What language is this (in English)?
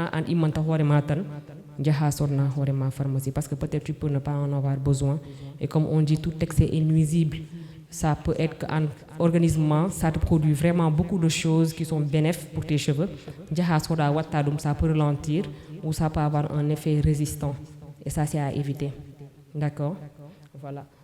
Fula